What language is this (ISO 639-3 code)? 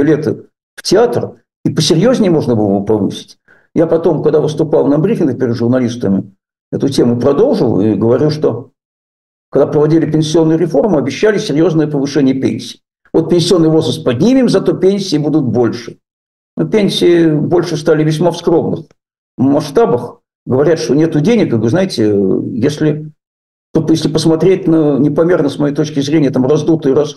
rus